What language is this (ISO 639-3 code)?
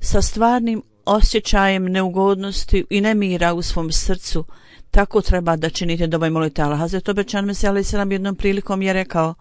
bos